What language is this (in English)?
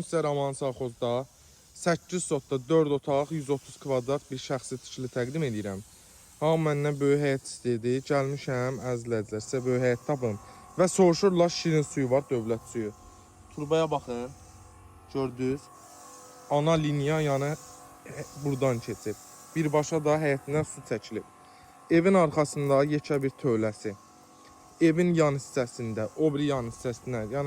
Azerbaijani